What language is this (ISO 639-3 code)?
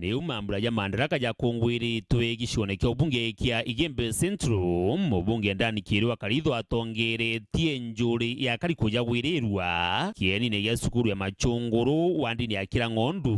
mer